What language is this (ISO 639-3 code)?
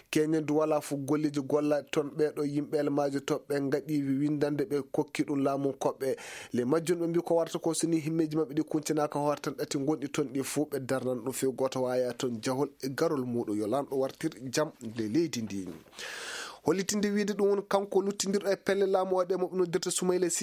ffm